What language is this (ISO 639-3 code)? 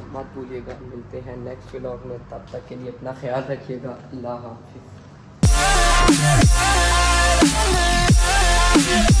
hin